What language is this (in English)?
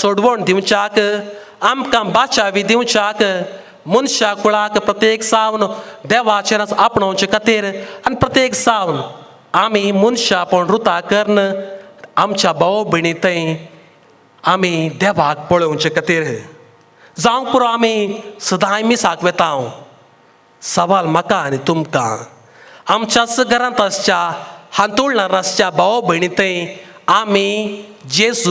Konkani